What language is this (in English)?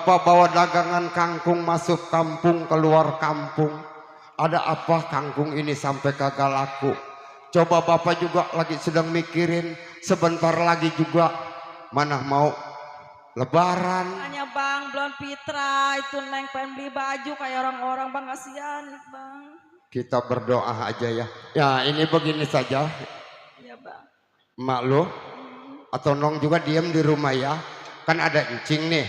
Betawi